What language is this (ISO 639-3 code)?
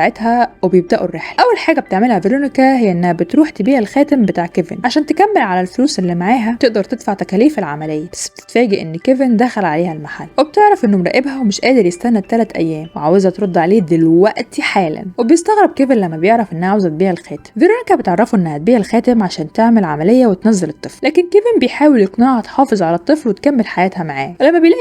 arz